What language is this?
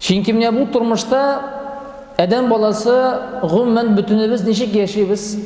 Tatar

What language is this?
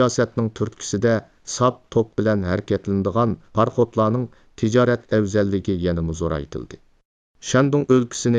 Uyghur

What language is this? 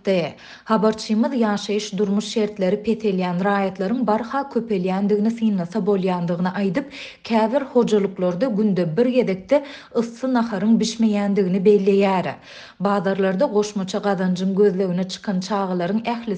Turkmen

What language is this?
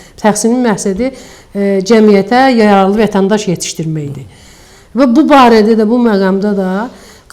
Azerbaijani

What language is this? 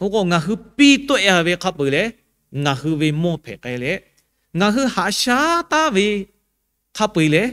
Lahu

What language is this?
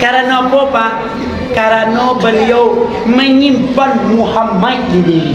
Minangkabau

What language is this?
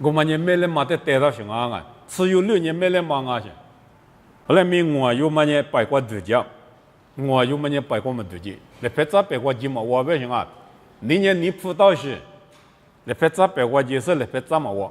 Lisu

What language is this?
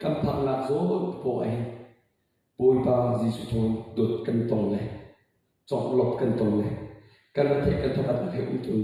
Hakha Chin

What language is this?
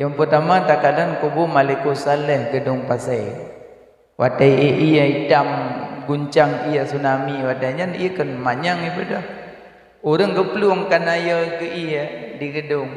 Achinese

